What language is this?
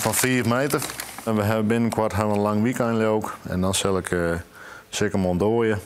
Western Frisian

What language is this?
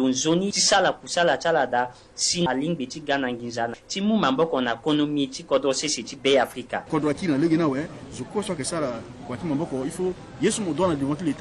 Sango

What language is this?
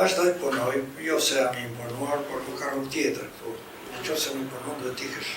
Albanian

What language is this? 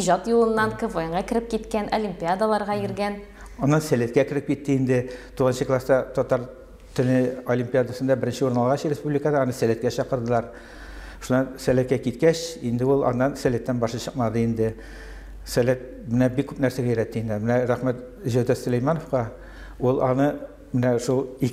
Tatar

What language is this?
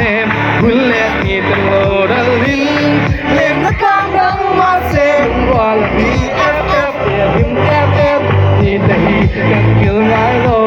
Hmar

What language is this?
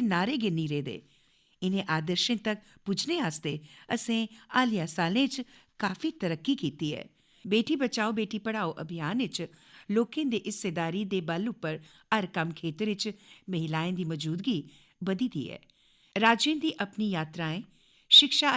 Dogri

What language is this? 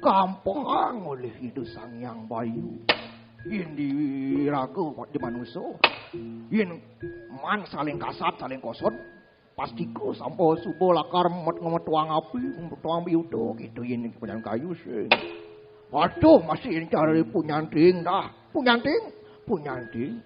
Balinese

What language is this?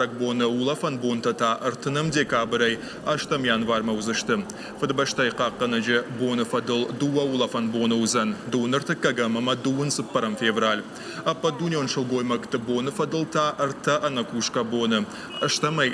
Ossetic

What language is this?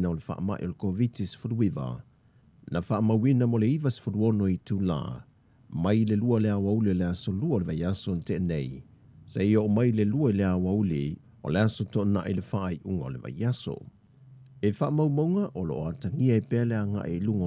Samoan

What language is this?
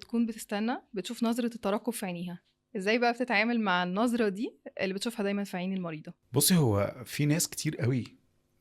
Egyptian Arabic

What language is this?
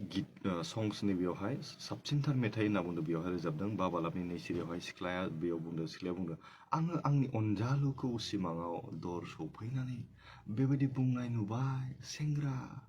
Bodo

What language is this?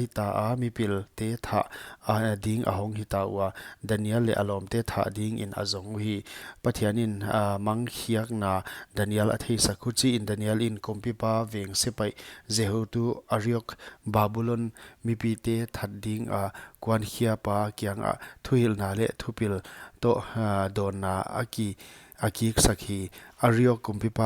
Paite Chin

